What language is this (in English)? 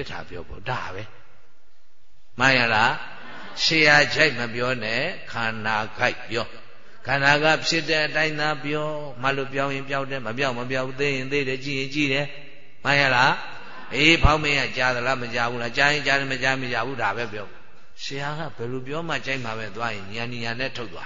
Burmese